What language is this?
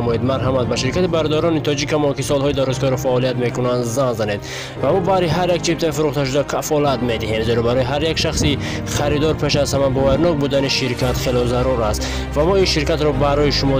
Tajik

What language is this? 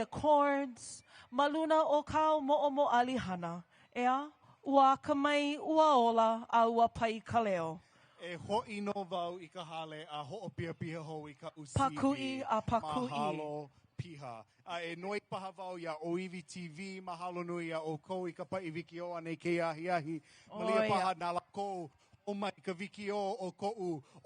Hawaiian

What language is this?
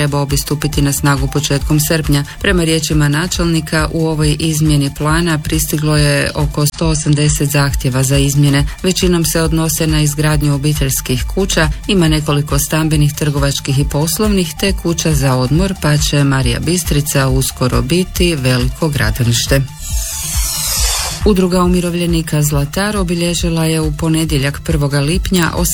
Croatian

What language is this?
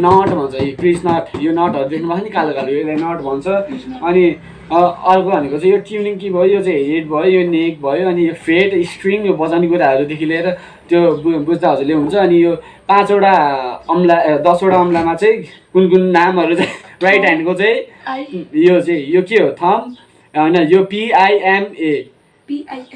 Nepali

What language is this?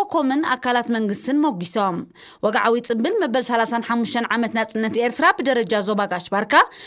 Tigrinya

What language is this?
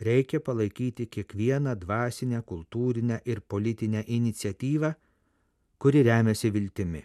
Lithuanian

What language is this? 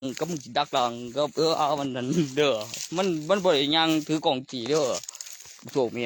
Northeastern Thai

